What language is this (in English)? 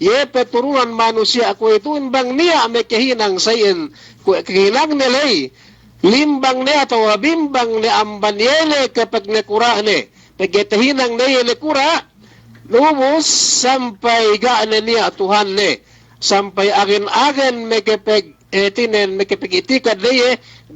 Yakan